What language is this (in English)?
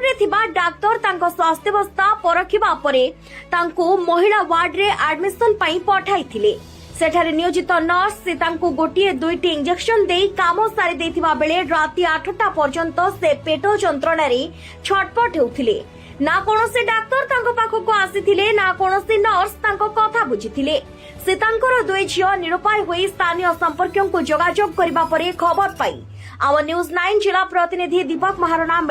Odia